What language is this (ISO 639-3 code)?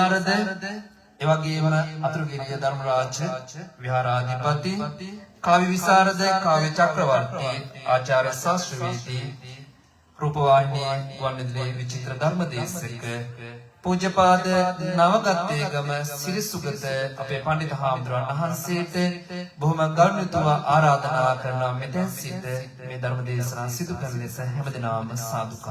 sin